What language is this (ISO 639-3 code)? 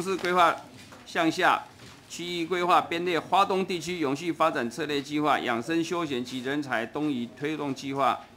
zho